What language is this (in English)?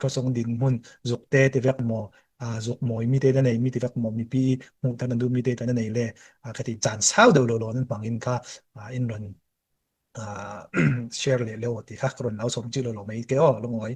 Falam Chin